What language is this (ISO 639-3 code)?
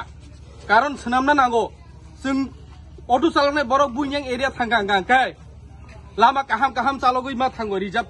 trp